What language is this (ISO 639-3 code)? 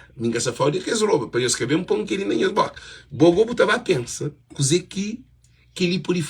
kea